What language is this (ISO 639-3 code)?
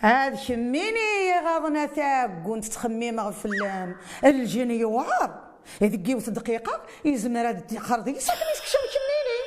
kab